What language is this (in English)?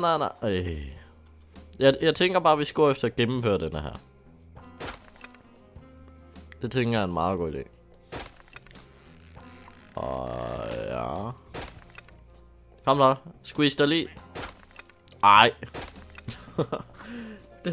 Danish